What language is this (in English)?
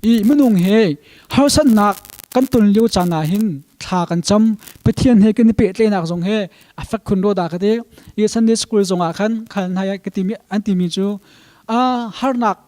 Hakha Chin